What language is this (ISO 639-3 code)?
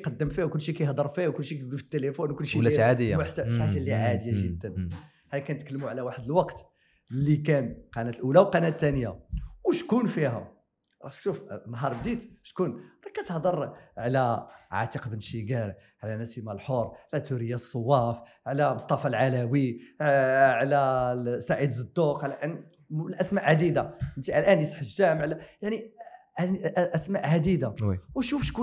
ary